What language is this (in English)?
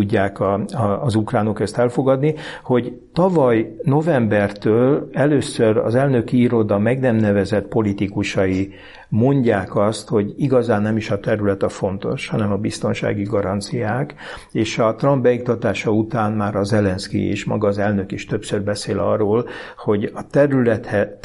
Hungarian